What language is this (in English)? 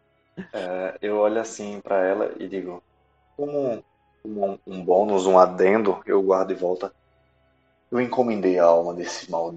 Portuguese